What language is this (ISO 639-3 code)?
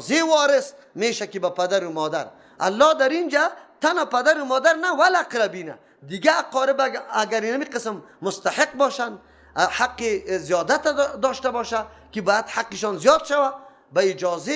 fas